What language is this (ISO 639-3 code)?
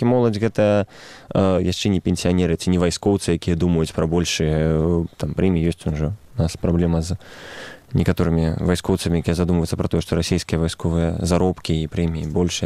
bel